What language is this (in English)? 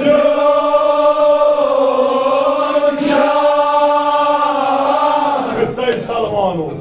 Kashmiri